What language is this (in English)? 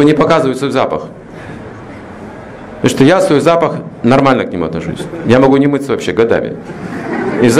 Russian